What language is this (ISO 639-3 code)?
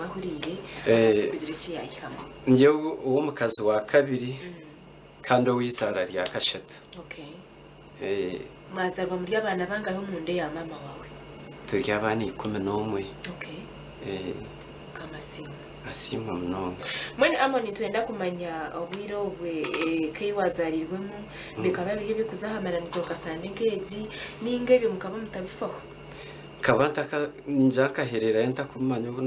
nyn